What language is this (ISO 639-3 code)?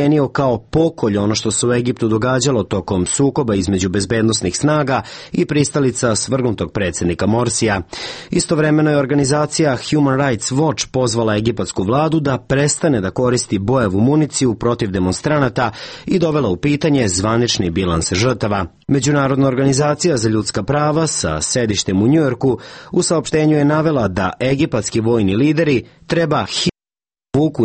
srp